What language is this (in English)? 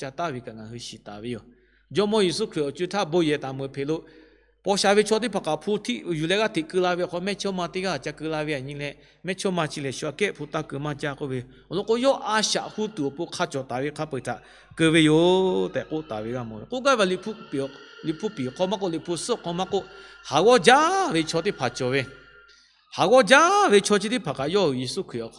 Lahu